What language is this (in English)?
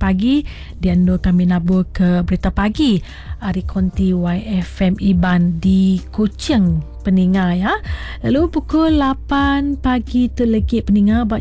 Iban